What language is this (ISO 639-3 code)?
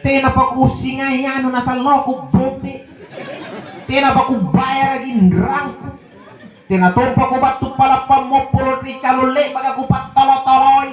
mak